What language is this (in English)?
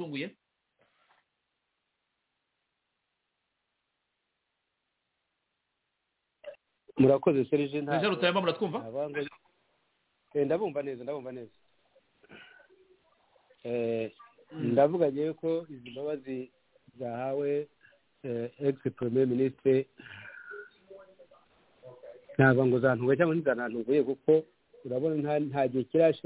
Kinyarwanda